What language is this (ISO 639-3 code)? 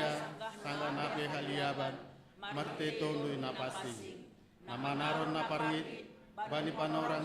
bts